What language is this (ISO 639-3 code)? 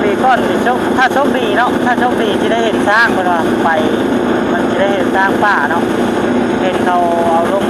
lao